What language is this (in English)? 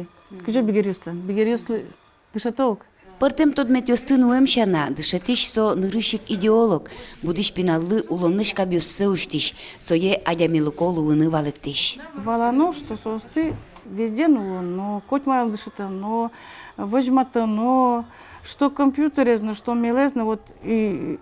Udmurt